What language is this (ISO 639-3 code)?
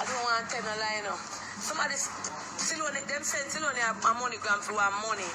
jam